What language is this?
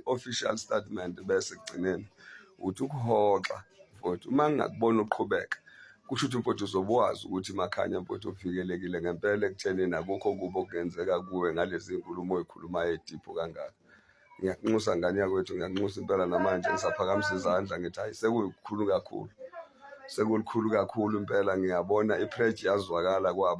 Zulu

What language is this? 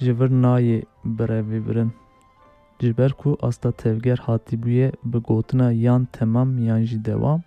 Kurdish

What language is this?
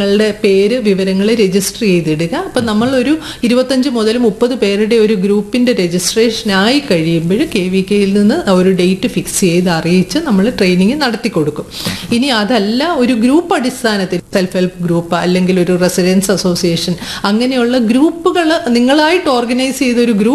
Malayalam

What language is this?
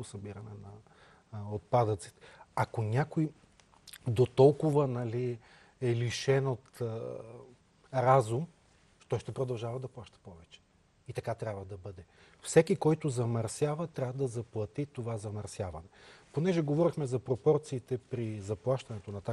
Bulgarian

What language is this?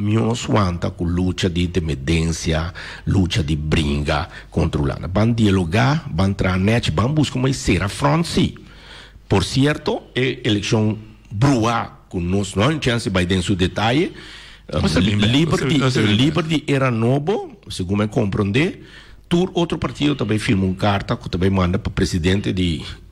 Portuguese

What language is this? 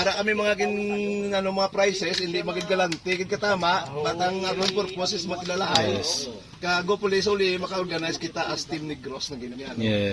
Hiligaynon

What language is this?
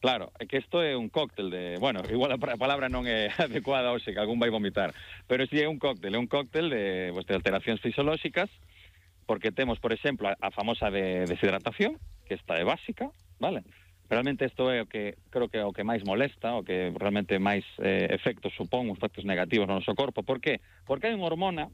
Galician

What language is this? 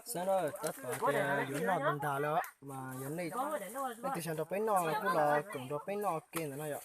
Hmong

